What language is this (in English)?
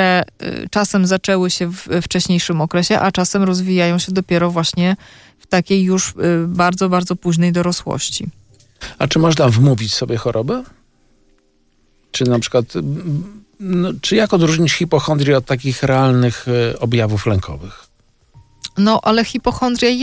Polish